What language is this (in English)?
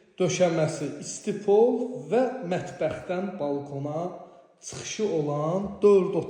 Azerbaijani